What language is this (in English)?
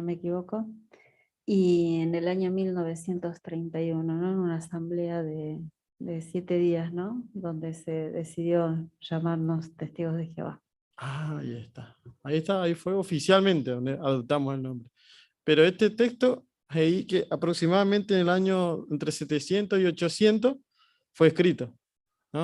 Guarani